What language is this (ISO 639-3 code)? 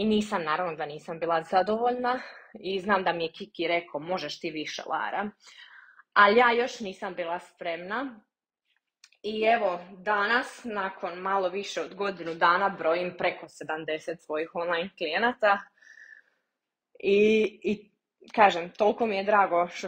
hrv